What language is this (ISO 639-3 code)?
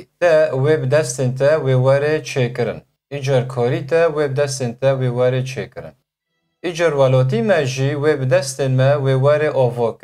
kur